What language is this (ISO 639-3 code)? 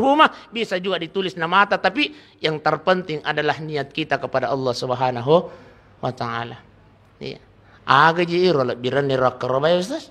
bug